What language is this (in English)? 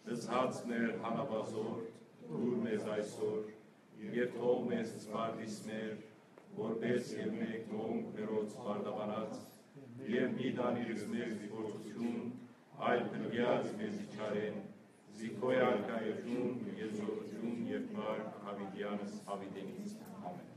Western Armenian